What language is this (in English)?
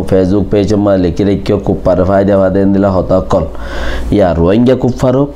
Rohingya